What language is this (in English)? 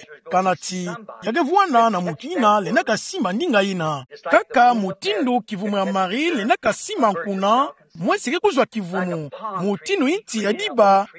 Kituba (Democratic Republic of Congo)